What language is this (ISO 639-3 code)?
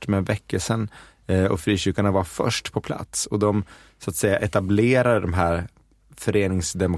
swe